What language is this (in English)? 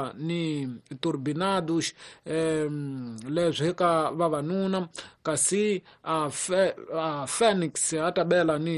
Tsonga